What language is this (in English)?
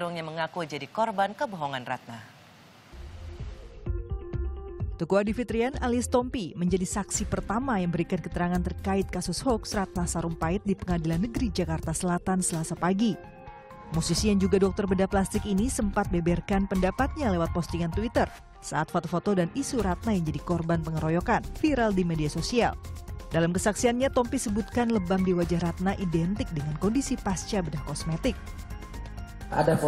Indonesian